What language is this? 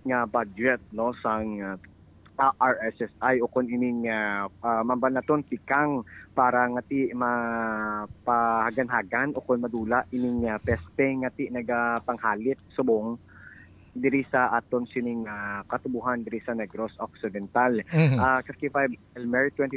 Hiligaynon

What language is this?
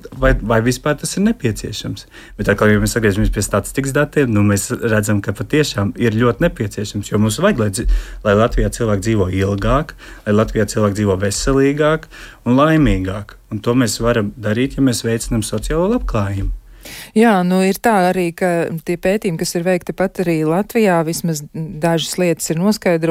Latvian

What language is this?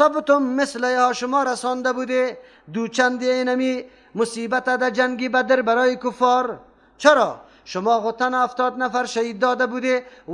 Persian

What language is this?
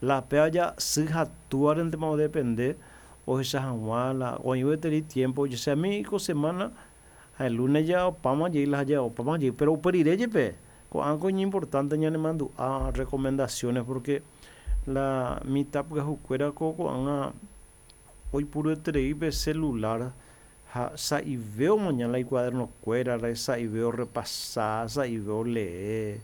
Guarani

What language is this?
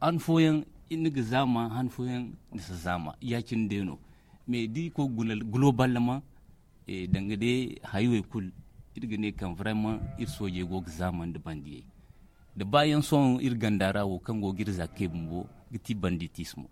Zarma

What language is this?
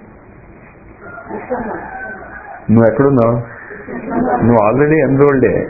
Telugu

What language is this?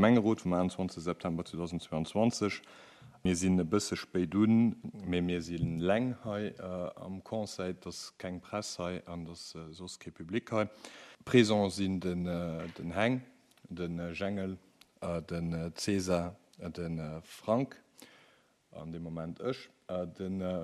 Luxembourgish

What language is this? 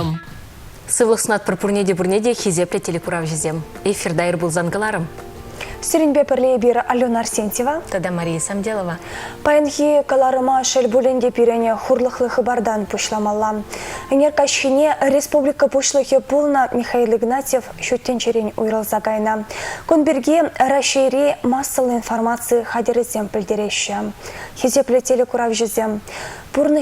Chuvash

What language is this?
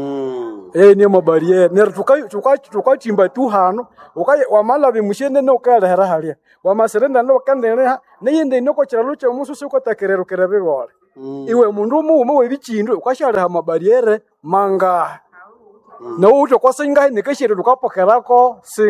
Nande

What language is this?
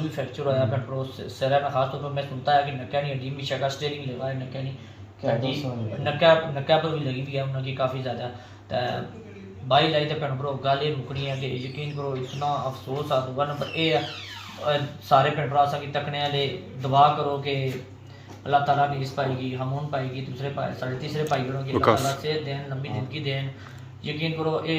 Pahari-Potwari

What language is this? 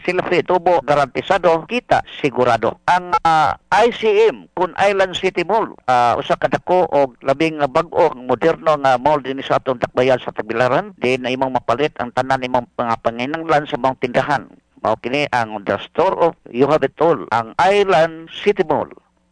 Cebuano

